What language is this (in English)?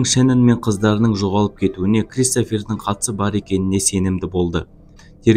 Kazakh